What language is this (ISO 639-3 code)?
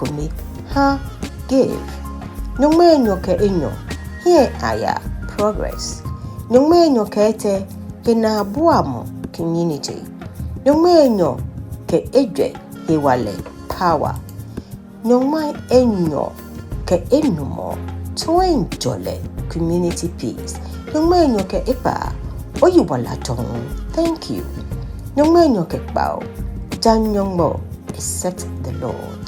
gaa